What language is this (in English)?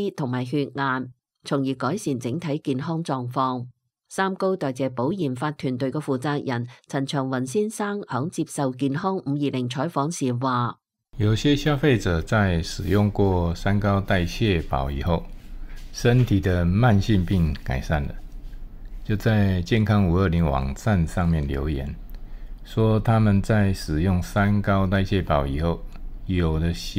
Cantonese